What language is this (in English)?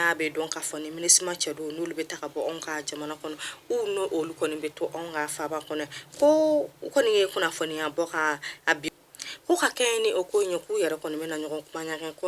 Bambara